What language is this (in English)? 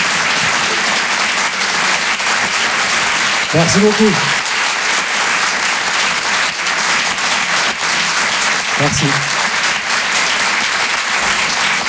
French